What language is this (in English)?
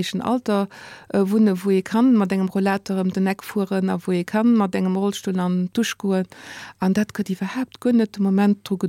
Luxembourgish